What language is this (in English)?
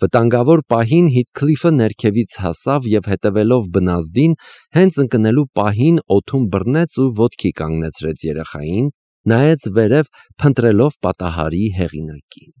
Armenian